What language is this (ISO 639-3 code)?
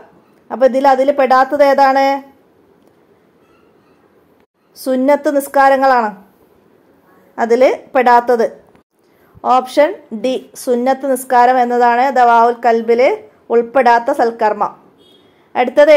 mal